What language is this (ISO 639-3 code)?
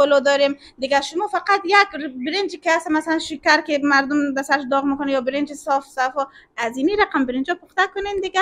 fas